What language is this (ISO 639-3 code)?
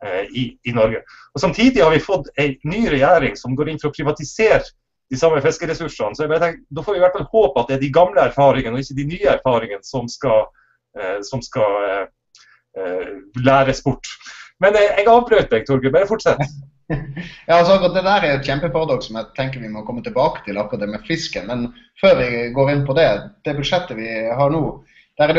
nor